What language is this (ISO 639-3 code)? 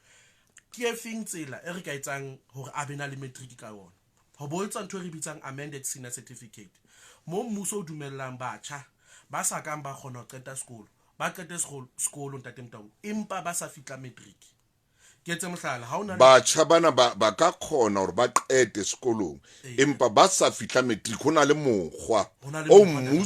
sot